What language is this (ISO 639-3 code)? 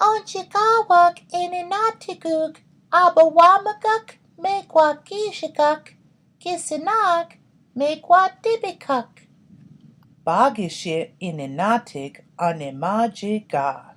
ciw